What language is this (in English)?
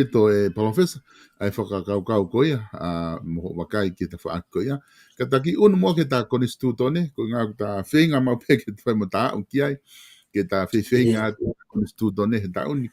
Tongan